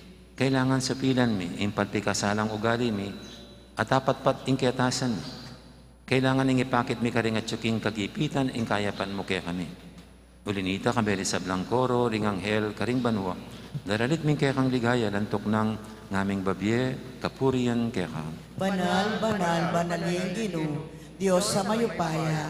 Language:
Pampanga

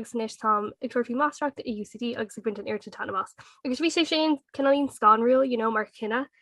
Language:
Irish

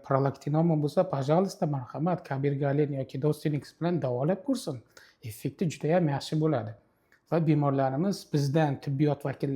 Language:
Uzbek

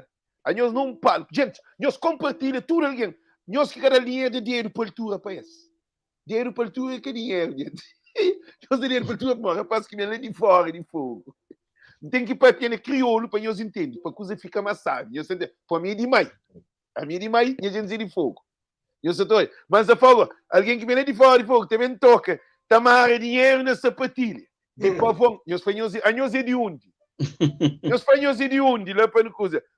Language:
Kabuverdianu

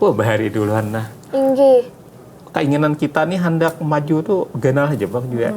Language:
Banjar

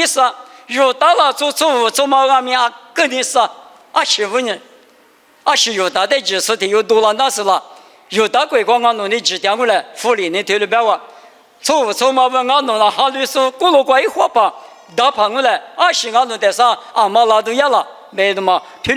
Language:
Lisu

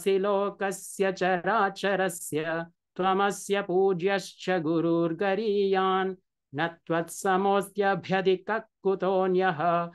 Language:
Sanskrit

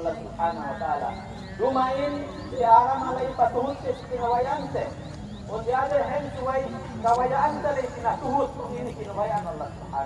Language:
Yakan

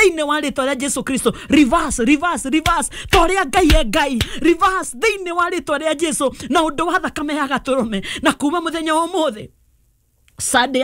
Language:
Kikuyu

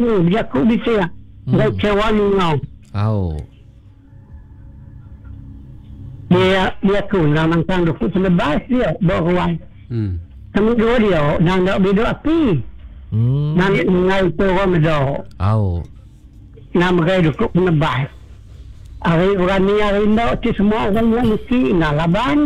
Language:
Iban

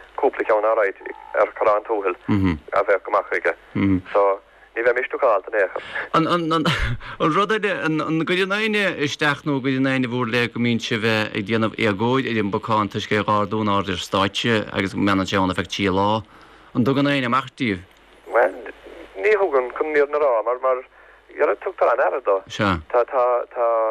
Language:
Irish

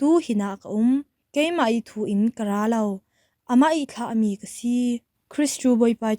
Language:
Falam Chin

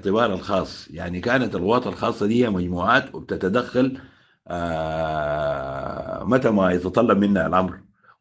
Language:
Sudanese Arabic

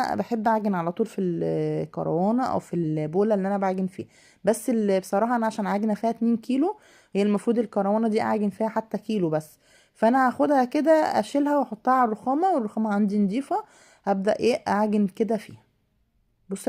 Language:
Egyptian Arabic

